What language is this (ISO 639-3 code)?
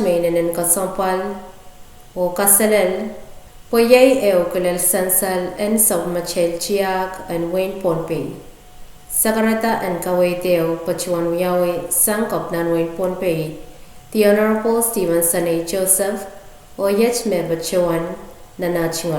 pon